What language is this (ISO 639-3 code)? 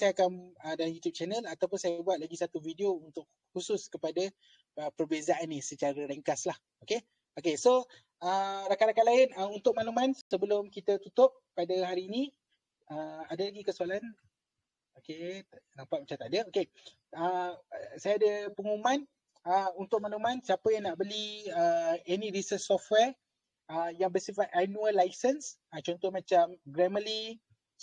msa